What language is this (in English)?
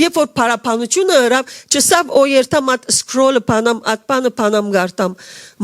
Western Armenian